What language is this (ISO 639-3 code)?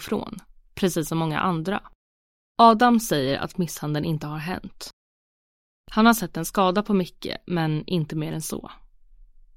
swe